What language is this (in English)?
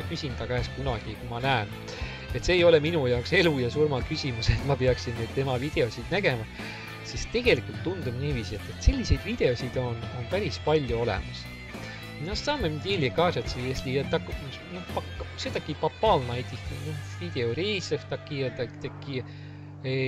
Estonian